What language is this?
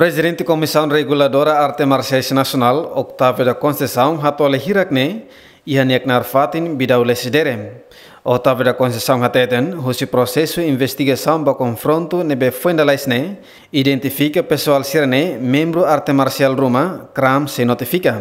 Tetum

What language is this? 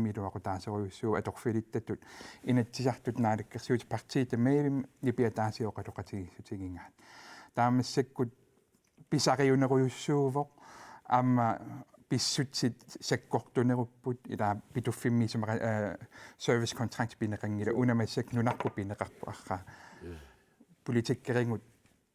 Kalaallisut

